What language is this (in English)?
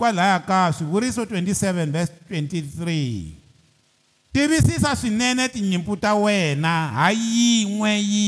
Tsonga